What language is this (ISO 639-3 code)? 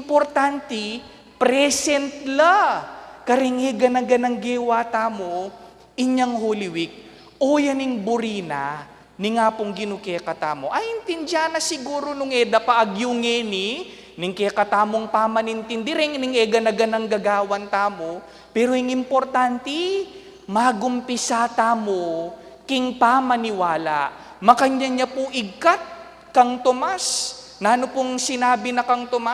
pam